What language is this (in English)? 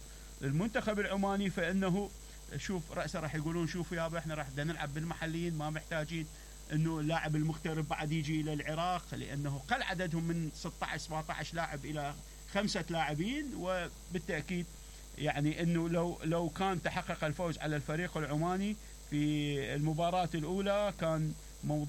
Mesopotamian Arabic